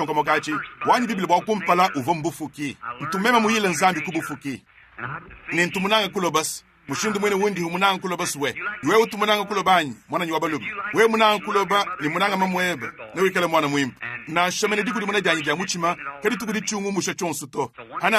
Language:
Luba-Lulua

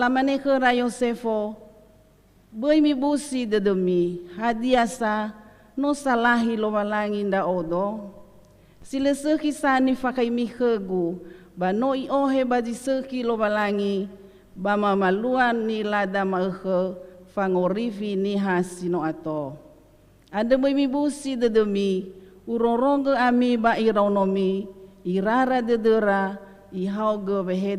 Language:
Nias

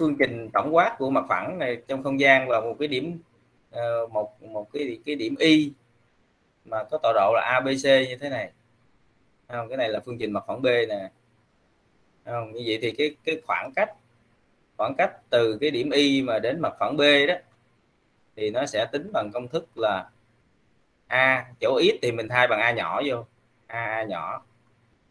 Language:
Vietnamese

